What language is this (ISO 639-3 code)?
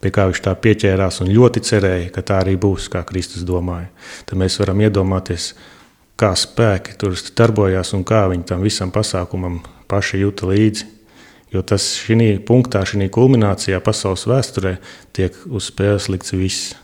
lav